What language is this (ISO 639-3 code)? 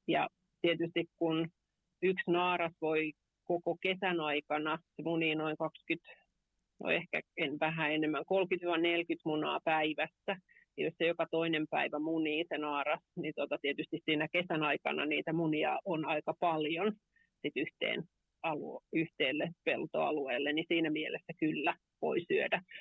fin